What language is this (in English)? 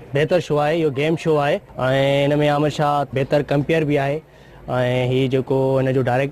Sindhi